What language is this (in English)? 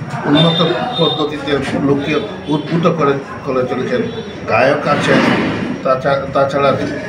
Bangla